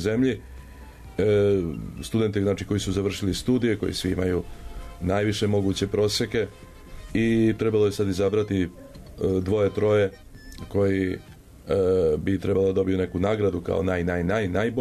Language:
Serbian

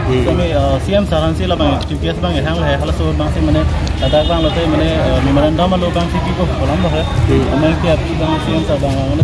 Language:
Karbi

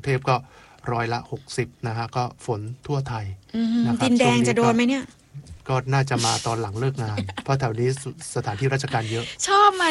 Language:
Thai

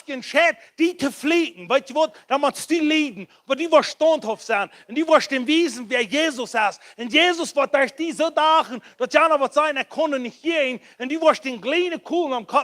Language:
Plautdietsch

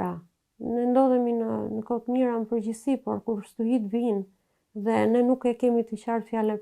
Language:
Albanian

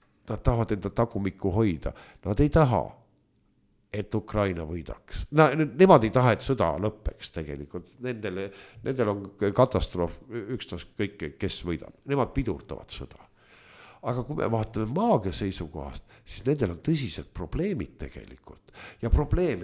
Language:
Estonian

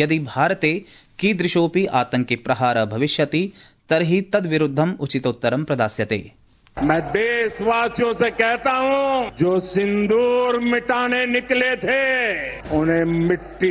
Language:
Sanskrit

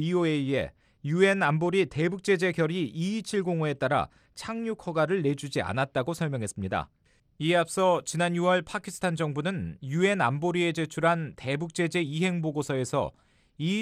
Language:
Korean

